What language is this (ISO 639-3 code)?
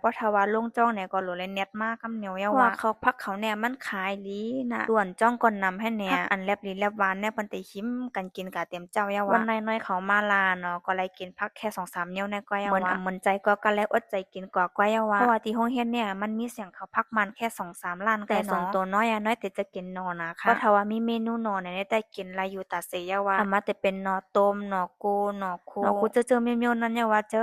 shn